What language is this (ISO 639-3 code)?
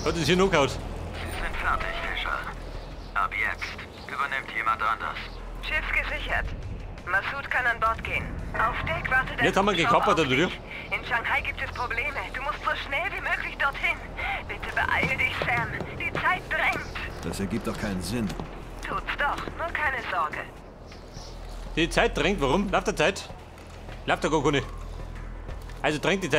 deu